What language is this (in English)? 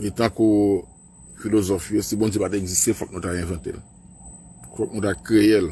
Haitian Creole